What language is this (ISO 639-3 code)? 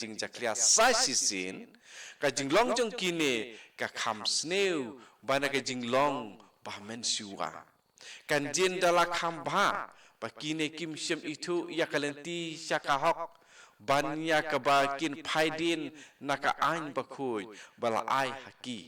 kha